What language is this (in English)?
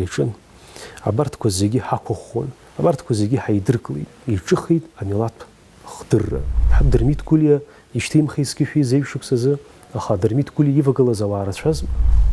Abkhazian